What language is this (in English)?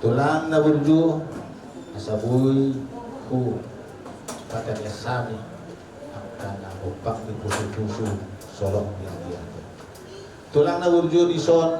Batak Toba